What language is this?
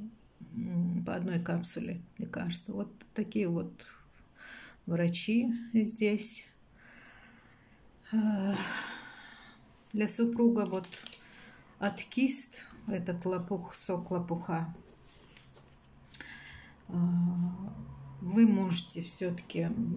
Russian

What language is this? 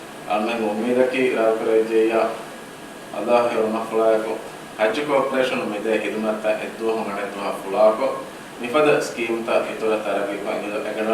Divehi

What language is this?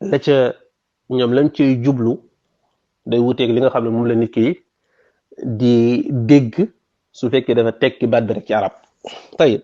Wolof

